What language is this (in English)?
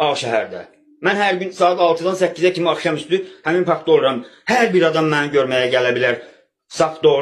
Azerbaijani